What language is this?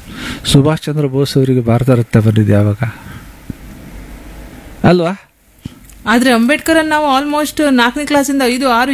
Kannada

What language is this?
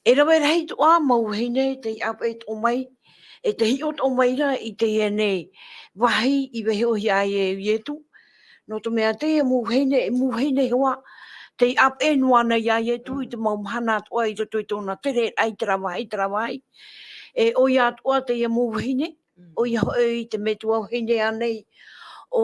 Tahitian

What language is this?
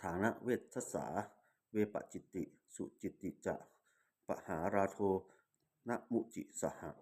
Pali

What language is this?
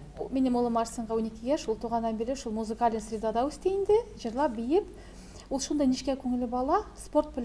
Tatar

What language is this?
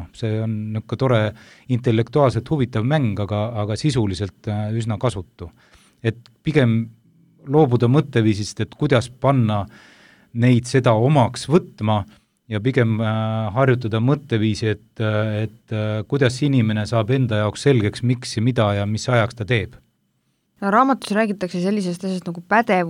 Estonian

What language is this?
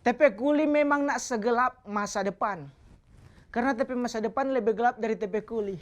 Manado Malay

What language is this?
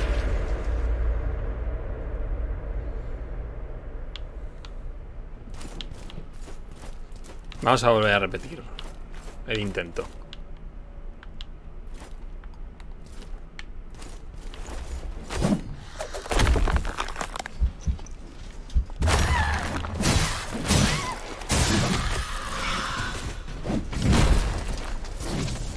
Spanish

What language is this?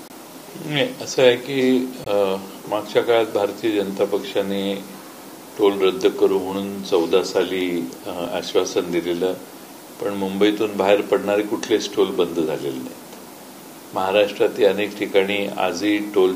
Marathi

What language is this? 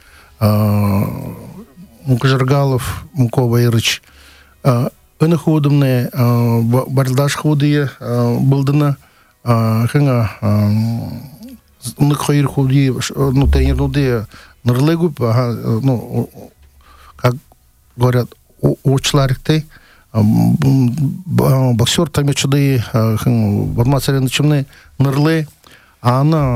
Buriat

